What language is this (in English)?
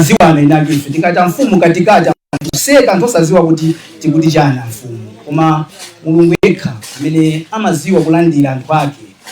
Nyanja